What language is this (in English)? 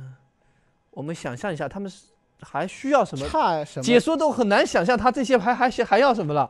Chinese